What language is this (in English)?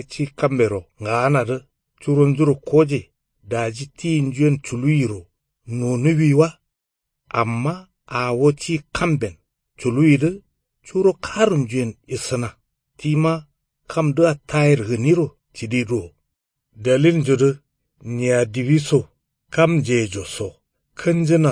Kanuri